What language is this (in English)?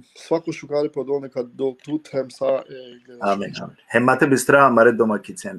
Balkan Romani